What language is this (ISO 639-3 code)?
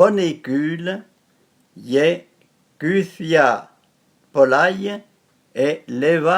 frp